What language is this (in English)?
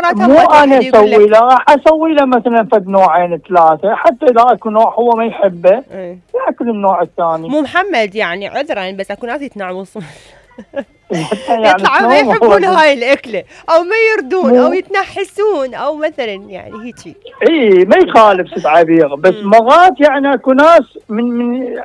Mesopotamian Arabic